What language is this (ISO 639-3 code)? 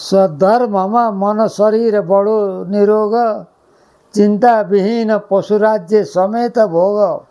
nep